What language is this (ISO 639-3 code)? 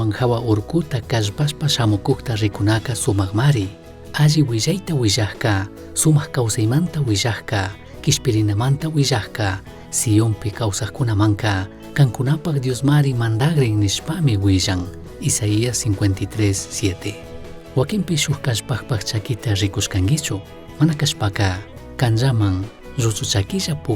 qug